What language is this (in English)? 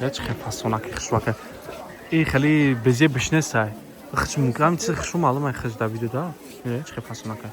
Tajik